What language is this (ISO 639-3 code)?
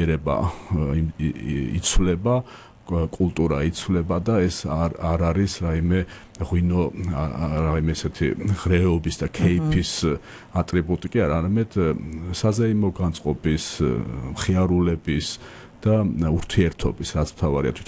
kat